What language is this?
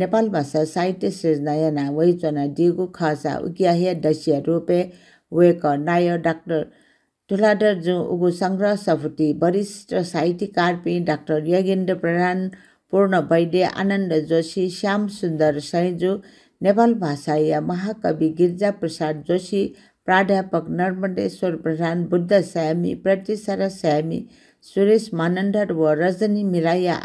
Newari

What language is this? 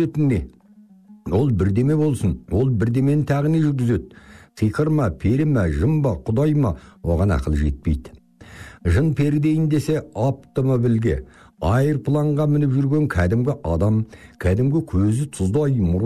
Kazakh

